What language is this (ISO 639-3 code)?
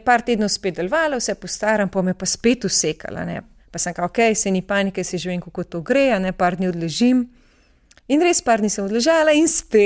slv